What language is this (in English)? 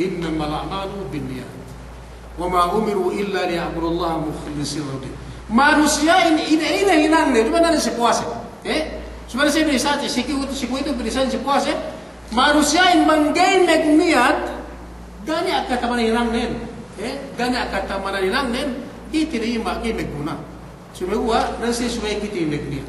Yakan